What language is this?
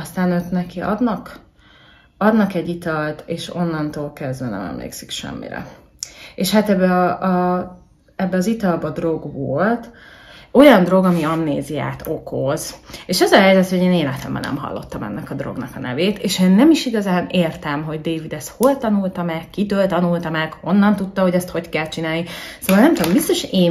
Hungarian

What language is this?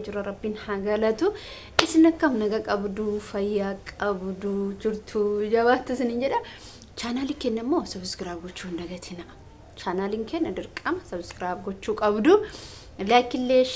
Oromo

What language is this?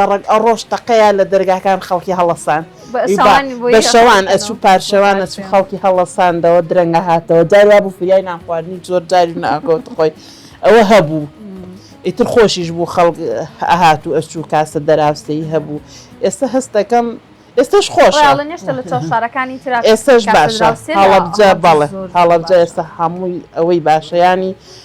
Central Kurdish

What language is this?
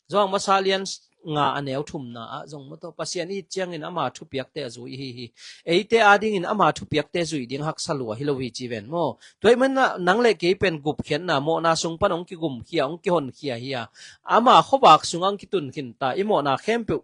Tedim Chin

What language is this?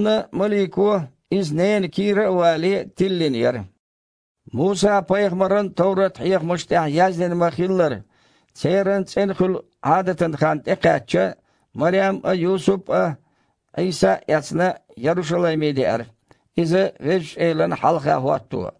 Chechen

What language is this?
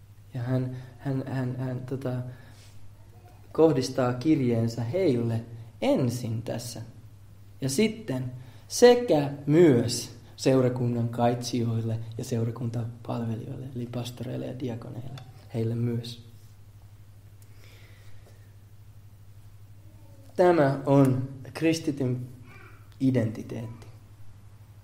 Finnish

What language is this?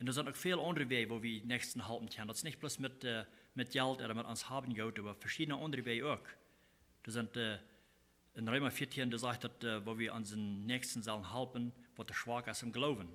Plautdietsch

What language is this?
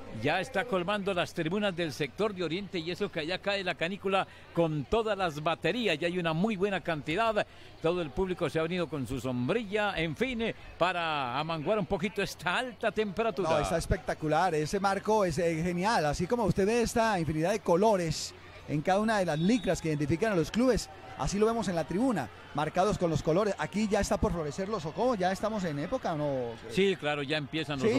Spanish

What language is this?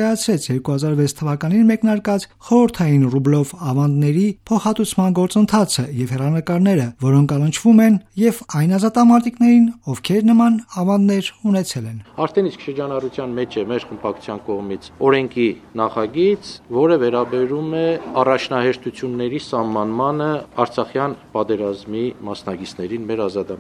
Armenian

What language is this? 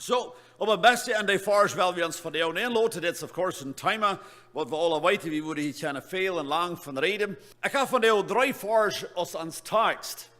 Plautdietsch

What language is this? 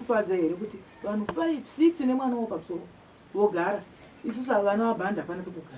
Shona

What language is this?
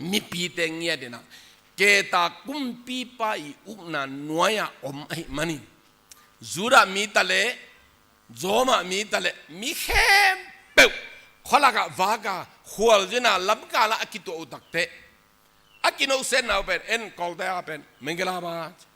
Tedim Chin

